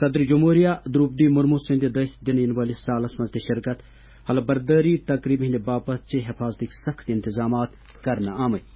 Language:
Kashmiri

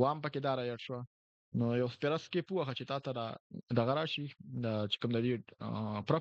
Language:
Pashto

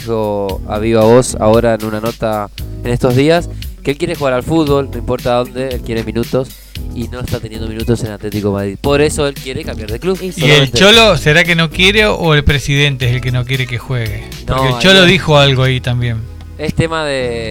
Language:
Spanish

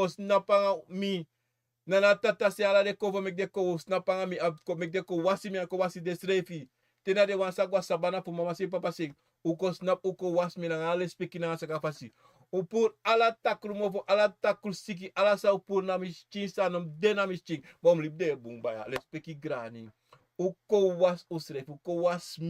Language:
Sranan Tongo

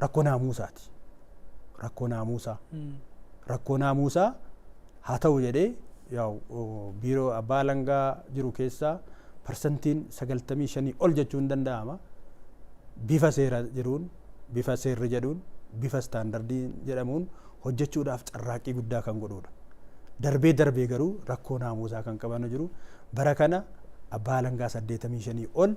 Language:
Oromo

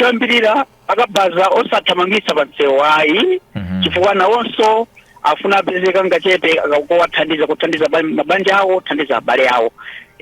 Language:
Nyanja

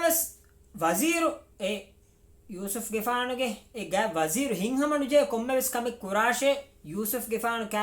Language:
Divehi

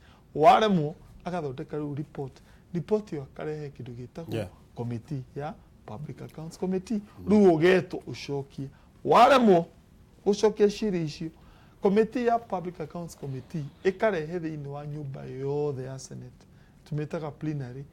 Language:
Kikuyu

